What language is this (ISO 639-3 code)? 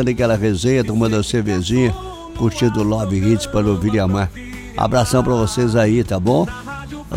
por